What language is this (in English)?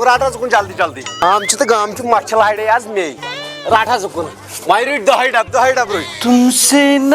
Kashmiri